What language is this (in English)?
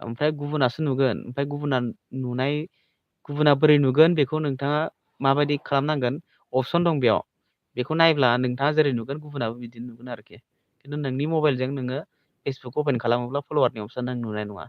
Bodo